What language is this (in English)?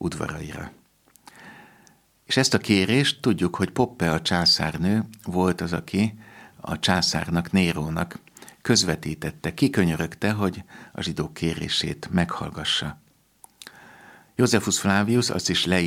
Hungarian